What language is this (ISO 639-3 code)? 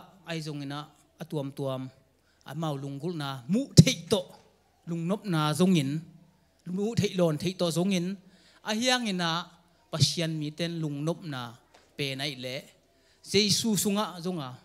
ctd